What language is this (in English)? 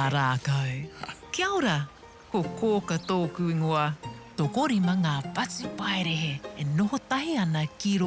Māori